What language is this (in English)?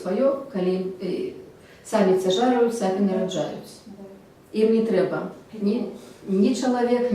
Belarusian